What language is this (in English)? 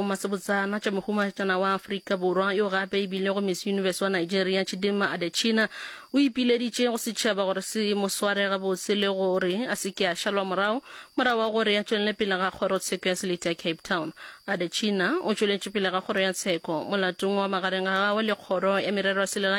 Northern Sotho